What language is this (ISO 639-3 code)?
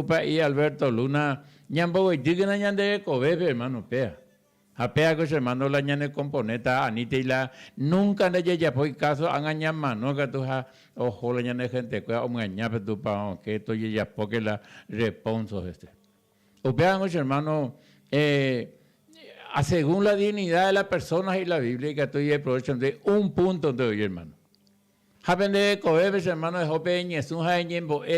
grn